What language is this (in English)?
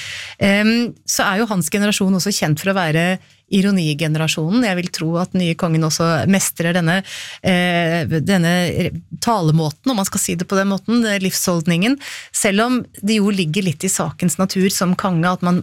Norwegian